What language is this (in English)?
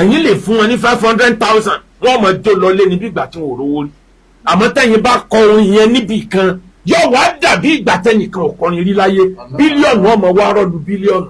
Yoruba